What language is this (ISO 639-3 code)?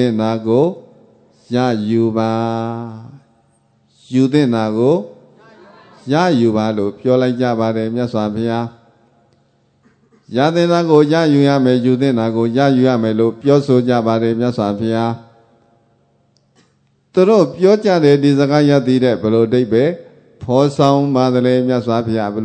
mya